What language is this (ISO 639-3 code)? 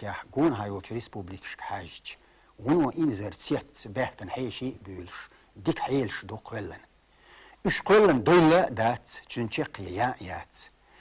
che